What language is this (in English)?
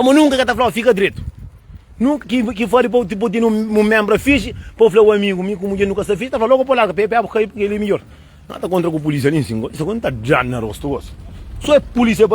Kabuverdianu